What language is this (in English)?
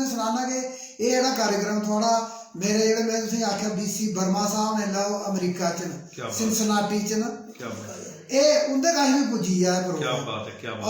Dogri